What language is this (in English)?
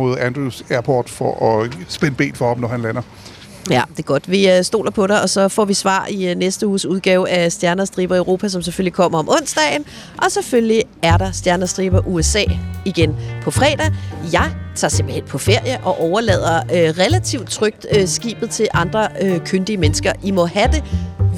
Danish